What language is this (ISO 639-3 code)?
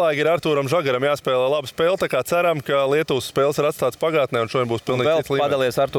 lav